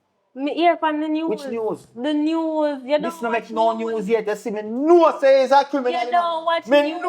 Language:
Jamaican Creole English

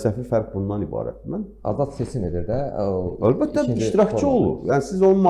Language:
Azerbaijani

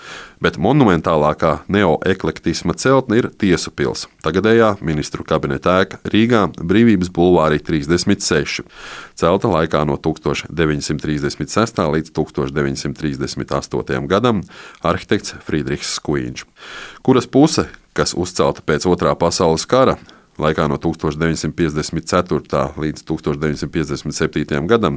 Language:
Latvian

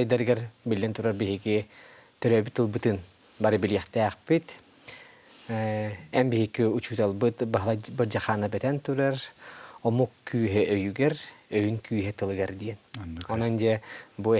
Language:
Yakut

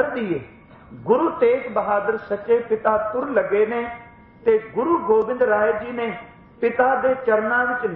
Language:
Punjabi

